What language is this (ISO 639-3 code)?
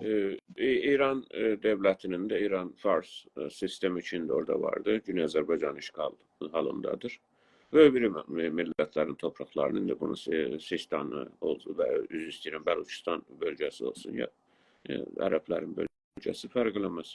azb